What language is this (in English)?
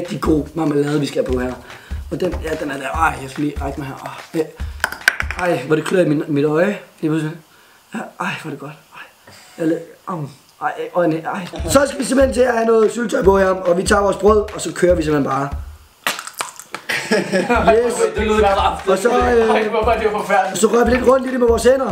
Danish